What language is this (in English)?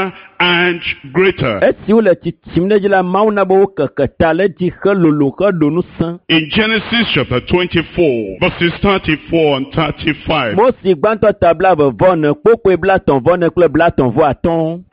Ewe